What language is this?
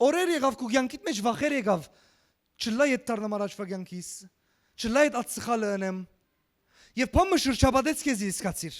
Western Armenian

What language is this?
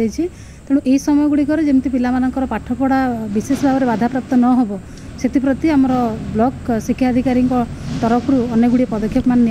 Odia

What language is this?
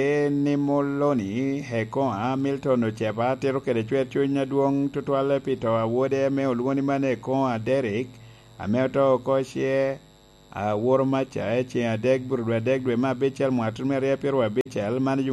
Lango (Uganda)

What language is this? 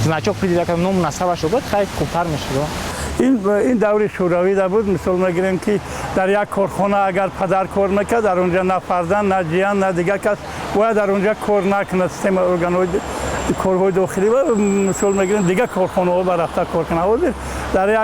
Tajik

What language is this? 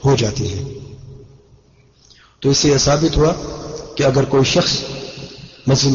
Urdu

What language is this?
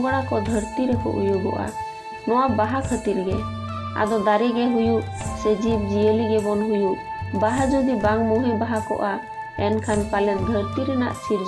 Santali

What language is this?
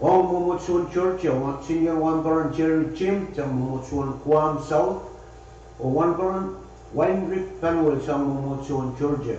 Pohnpeian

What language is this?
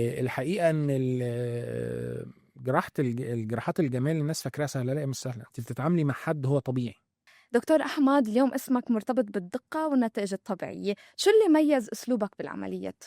Egyptian Arabic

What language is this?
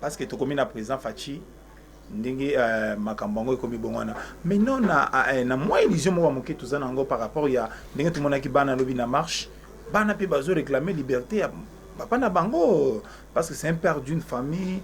Lingala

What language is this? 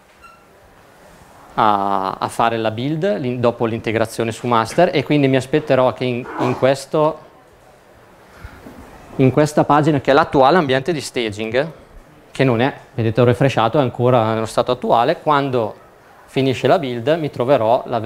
Italian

